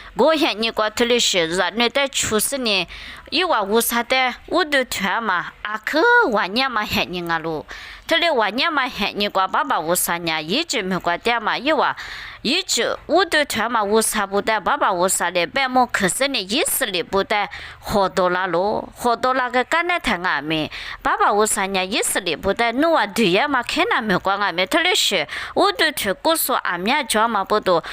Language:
Lisu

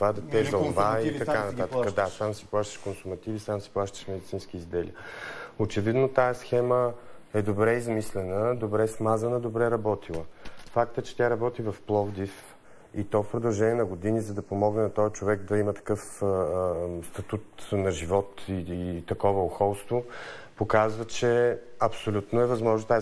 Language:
Bulgarian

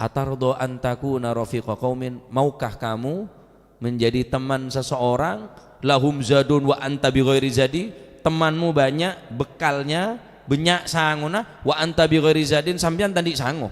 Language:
Madurese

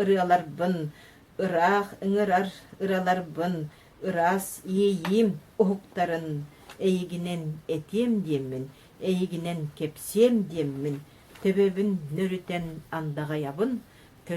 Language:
Yakut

